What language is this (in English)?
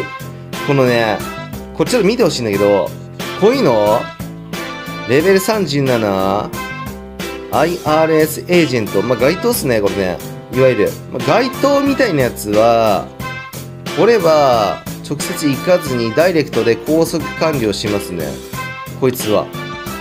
Japanese